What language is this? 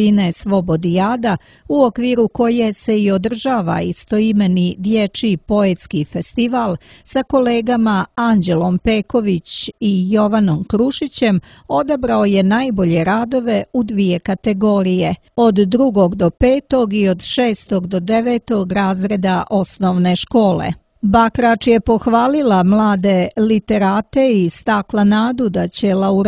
Serbian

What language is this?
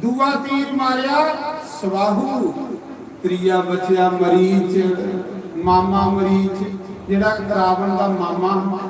Dogri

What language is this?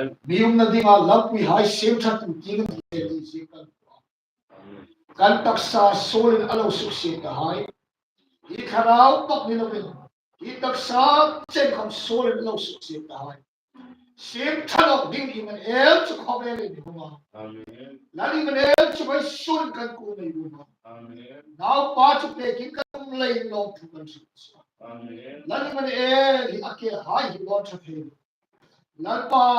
Hmar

